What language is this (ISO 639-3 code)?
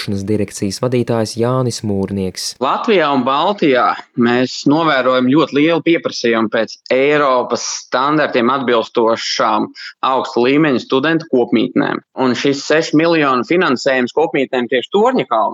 lav